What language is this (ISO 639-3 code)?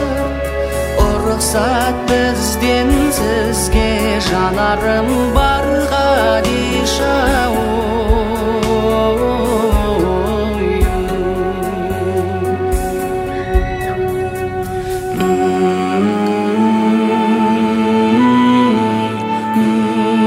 kaz